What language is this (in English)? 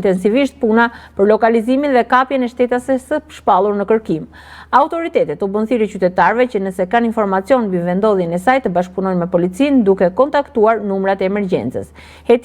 Albanian